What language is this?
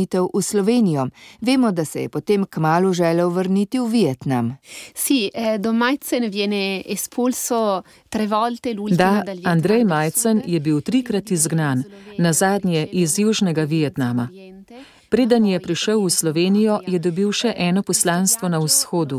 Slovenian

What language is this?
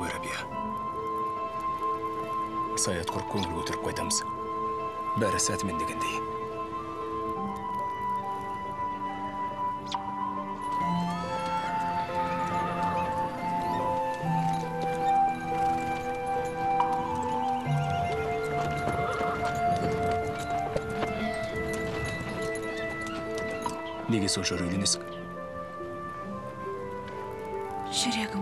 Kazakh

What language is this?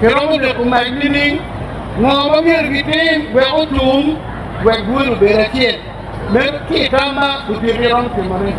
Acoli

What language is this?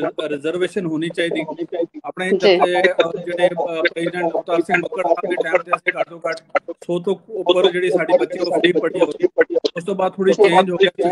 Punjabi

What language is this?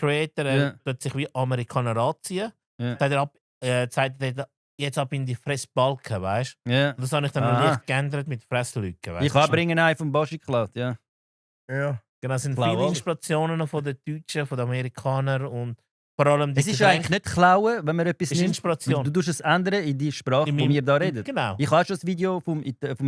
Swiss German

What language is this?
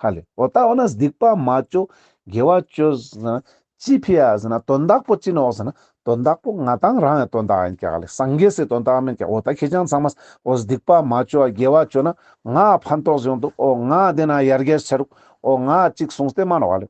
Ladakhi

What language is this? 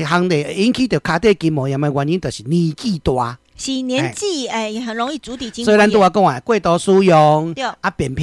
Min Nan Chinese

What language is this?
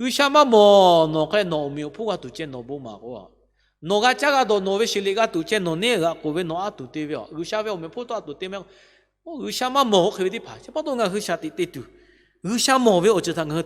Lahu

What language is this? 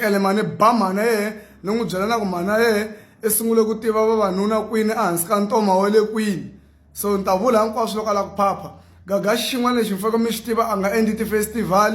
Tsonga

